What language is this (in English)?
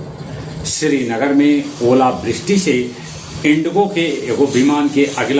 Magahi